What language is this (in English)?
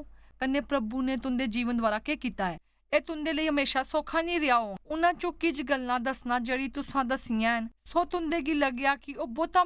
Dogri